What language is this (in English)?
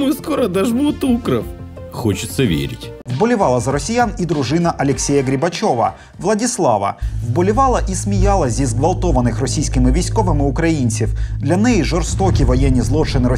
Ukrainian